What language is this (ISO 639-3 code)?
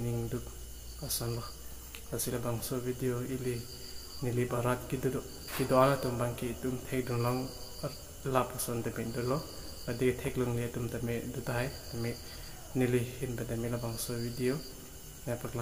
mjw